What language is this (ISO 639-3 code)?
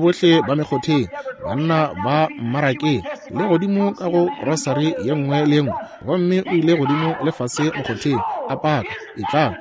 nso